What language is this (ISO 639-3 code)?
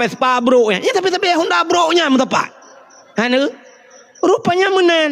ace